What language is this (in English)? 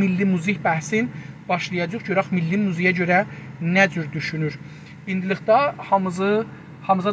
South Azerbaijani